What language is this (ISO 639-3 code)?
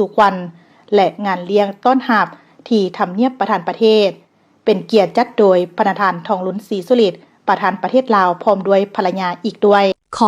lao